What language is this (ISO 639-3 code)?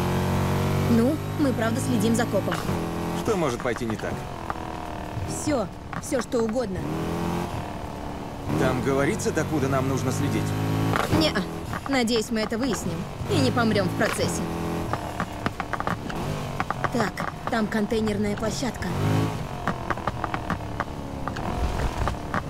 rus